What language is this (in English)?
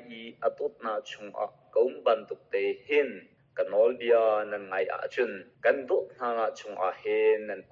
Hakha Chin